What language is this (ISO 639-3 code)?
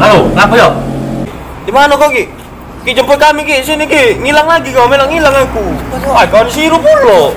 mui